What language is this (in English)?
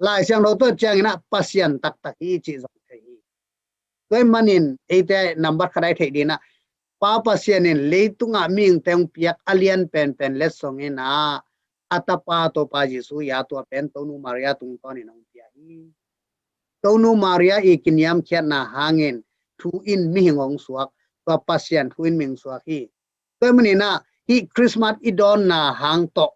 Tedim Chin